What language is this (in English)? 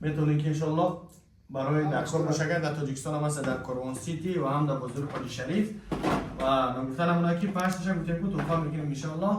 Tajik